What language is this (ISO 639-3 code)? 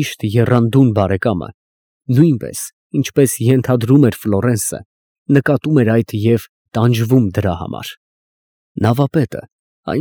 hye